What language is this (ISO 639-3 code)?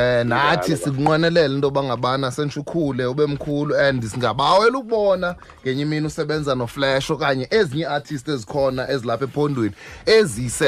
xho